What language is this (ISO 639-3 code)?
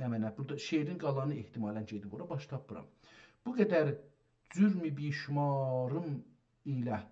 azb